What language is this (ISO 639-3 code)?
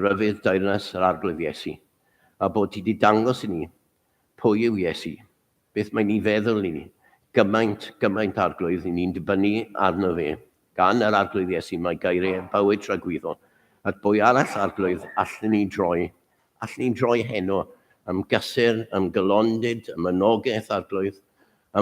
cym